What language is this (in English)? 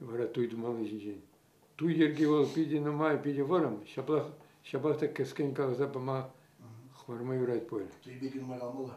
Chuvash